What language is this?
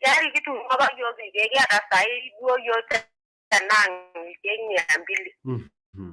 Masai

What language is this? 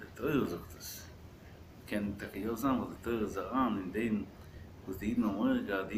Yiddish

